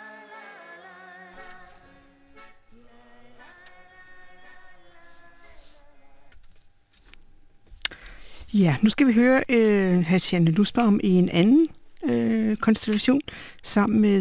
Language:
Danish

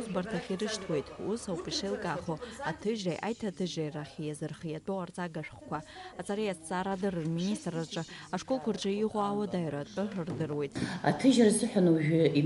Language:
Abkhazian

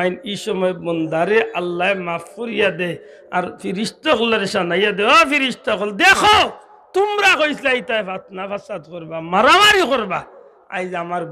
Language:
Sylheti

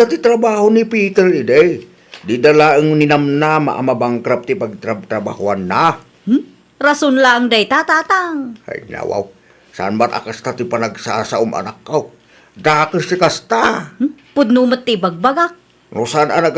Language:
Iloko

